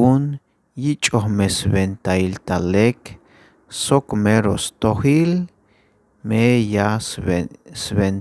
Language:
Tzeltal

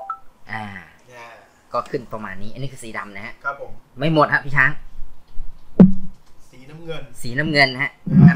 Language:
Thai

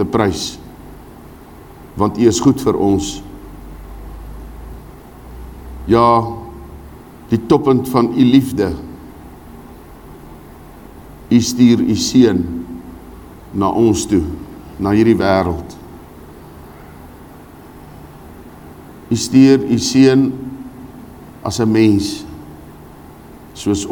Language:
Afrikaans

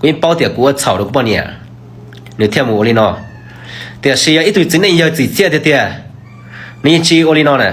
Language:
Hmong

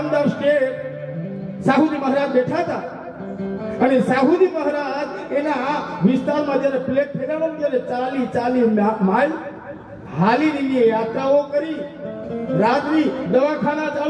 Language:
Gujarati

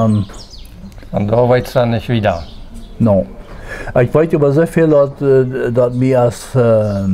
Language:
Plautdietsch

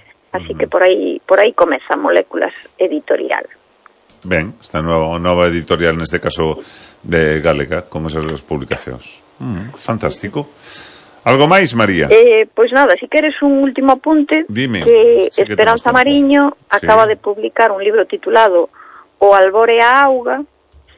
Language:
Galician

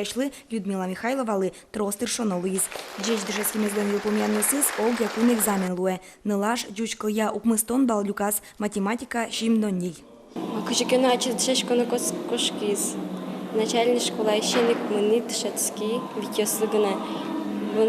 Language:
Udmurt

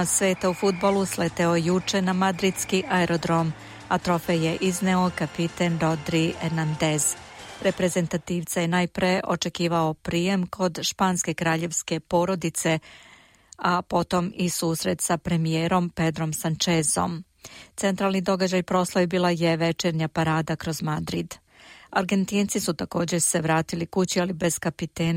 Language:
Serbian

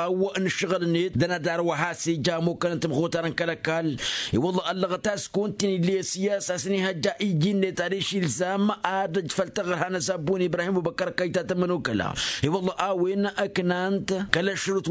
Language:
Tamasheq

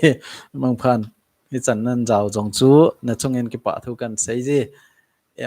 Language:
Thado Chin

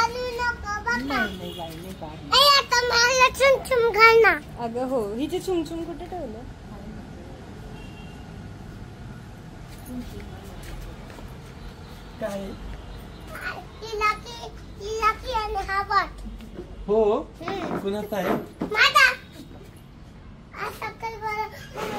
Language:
Marathi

